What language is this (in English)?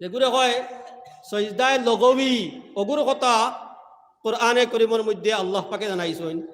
Sylheti